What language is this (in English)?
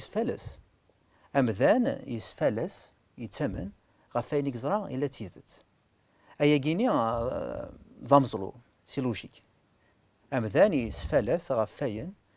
Kabyle